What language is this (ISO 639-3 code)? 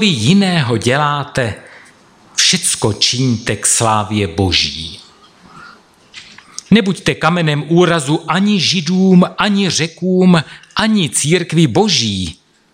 ces